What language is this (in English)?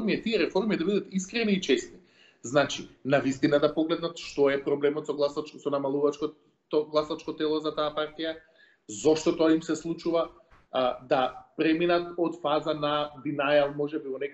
Macedonian